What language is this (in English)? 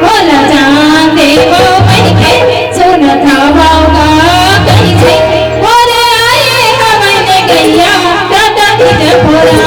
Chhattisgarhi